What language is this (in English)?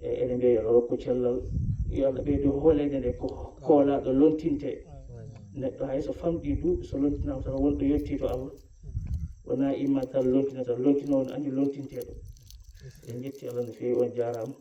Fula